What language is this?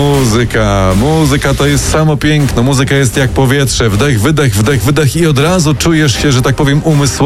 Polish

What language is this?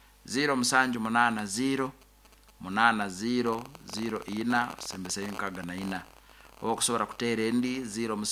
Nyankole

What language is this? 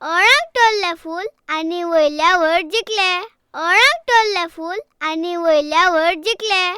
Konkani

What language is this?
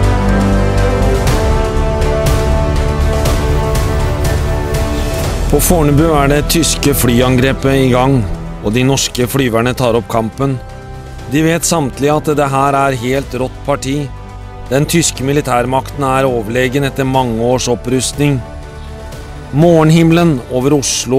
Norwegian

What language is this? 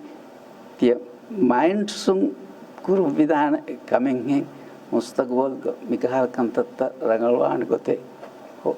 Divehi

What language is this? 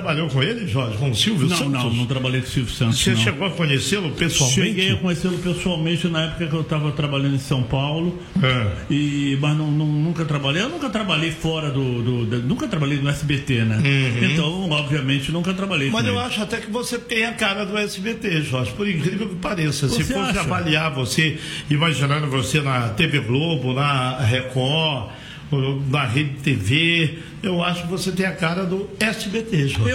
Portuguese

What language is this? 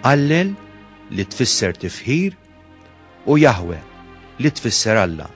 Maltese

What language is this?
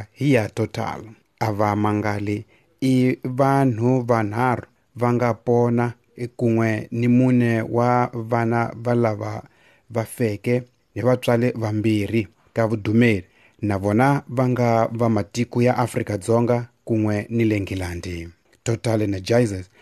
Tsonga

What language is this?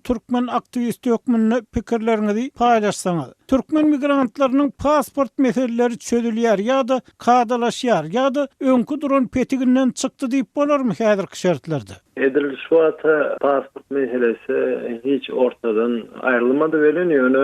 Turkmen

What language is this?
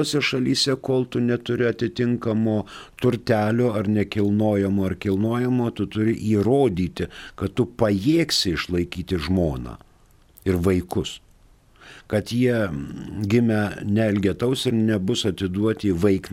Lithuanian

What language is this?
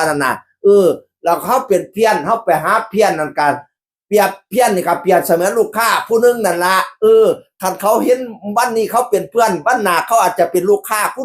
Northeastern Thai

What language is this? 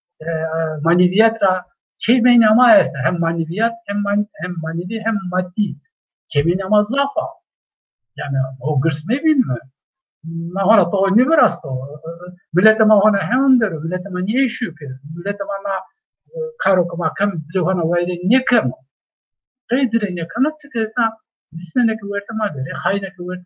Zaza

